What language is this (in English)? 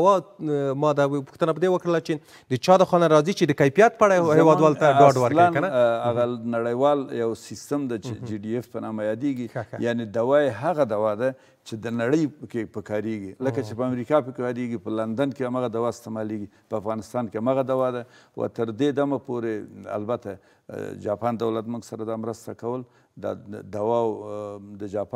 Pashto